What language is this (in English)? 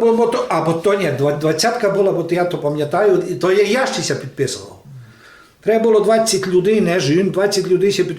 Rusyn